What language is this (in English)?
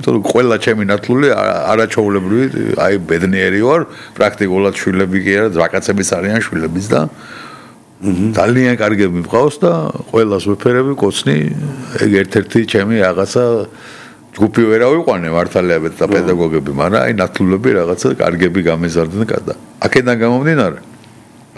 Georgian